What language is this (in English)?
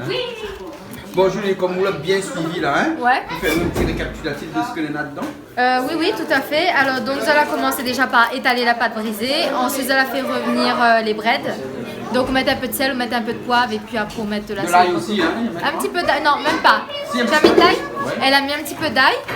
Réunion Creole French